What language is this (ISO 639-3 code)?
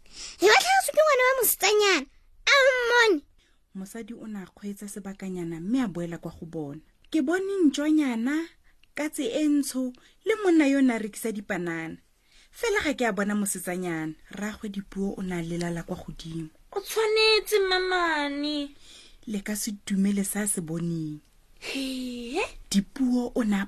tsn